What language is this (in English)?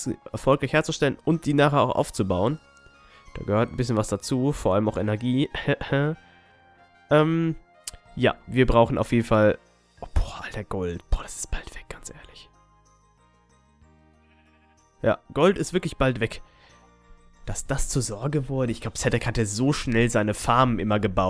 German